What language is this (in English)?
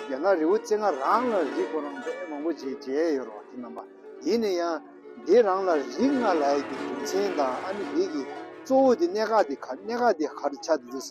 Tibetan